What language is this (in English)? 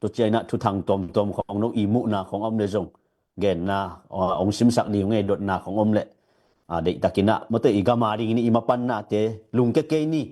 Tedim Chin